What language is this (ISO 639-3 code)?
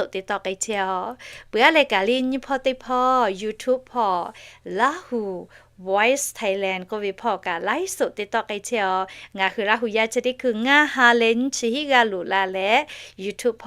lhu